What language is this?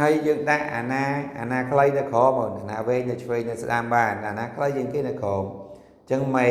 Khmer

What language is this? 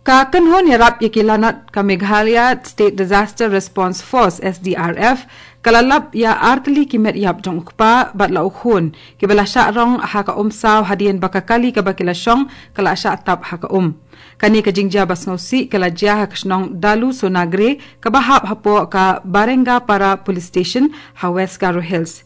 Khasi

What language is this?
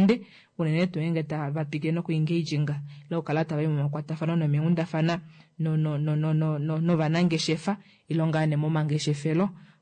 Kuanyama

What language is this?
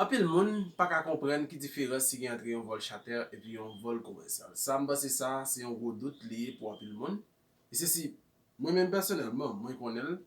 Haitian Creole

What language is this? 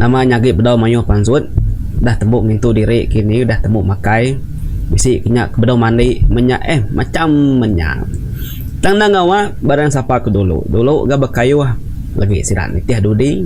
Iban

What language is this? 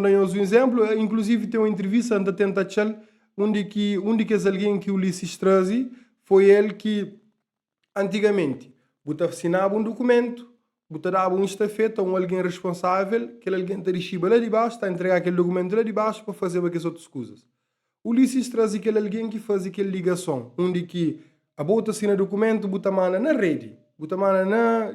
Kabuverdianu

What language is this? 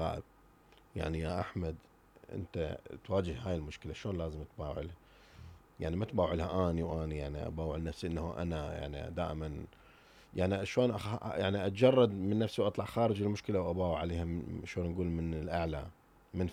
Mesopotamian Arabic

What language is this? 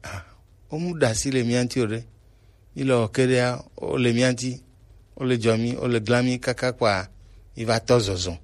Gen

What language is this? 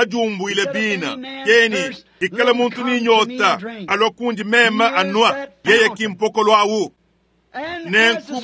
Luba-Lulua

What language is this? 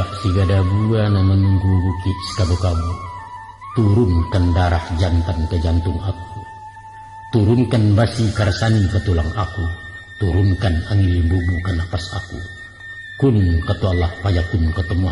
Minangkabau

